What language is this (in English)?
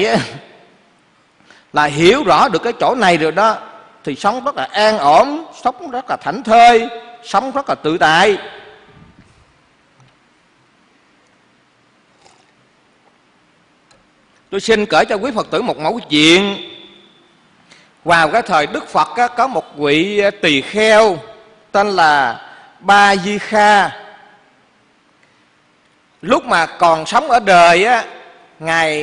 Vietnamese